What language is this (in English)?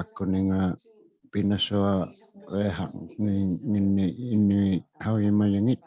Inuktitut